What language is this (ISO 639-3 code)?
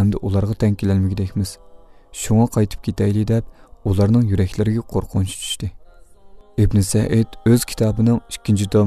uig